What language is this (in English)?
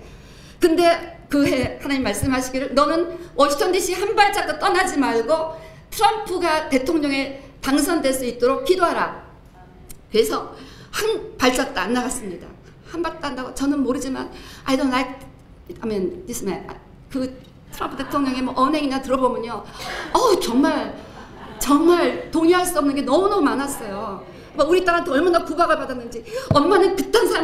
Korean